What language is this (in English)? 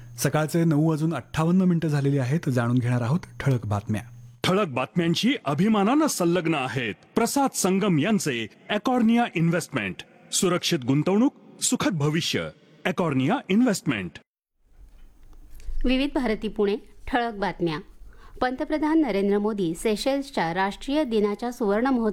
Marathi